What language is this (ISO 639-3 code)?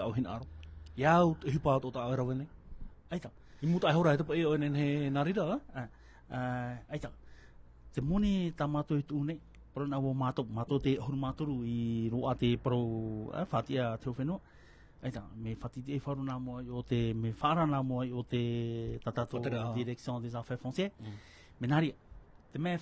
tah